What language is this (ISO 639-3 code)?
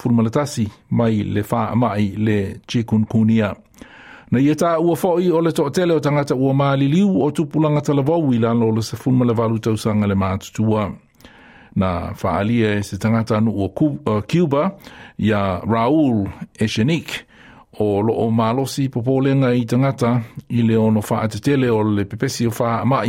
smo